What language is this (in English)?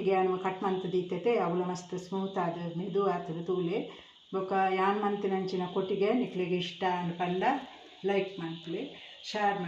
Tulu